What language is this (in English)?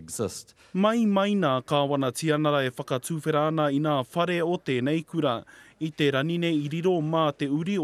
Māori